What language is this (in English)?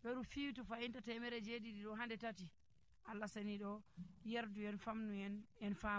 Nigerian Fulfulde